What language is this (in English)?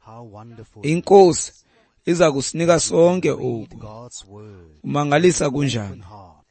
Xhosa